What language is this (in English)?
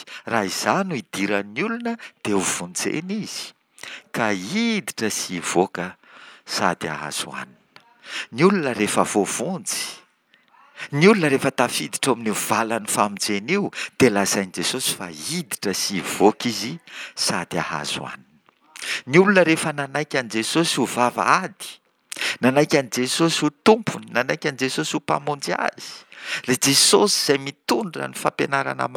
Malagasy